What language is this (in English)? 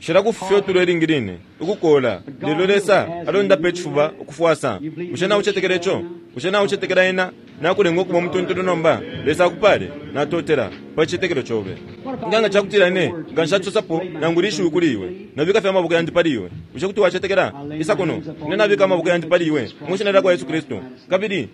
Bemba